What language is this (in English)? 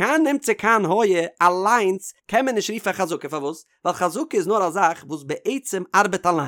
Yiddish